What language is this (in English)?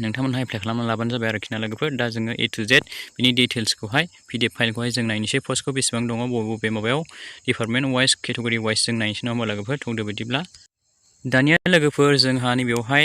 Bodo